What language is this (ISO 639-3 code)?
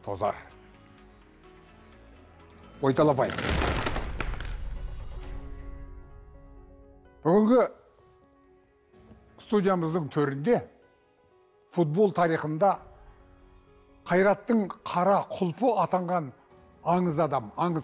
kaz